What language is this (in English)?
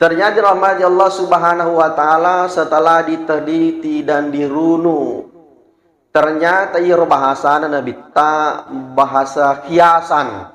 Buginese